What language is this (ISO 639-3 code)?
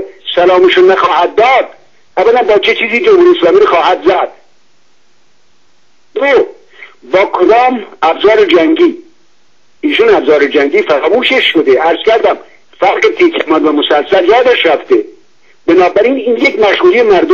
fas